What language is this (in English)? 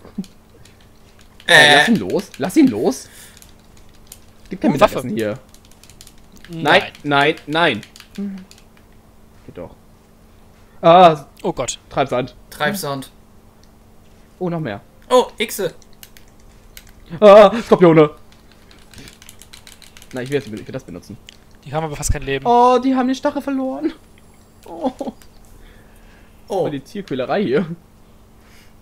German